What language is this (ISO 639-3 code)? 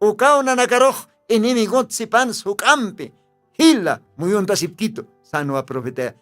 aym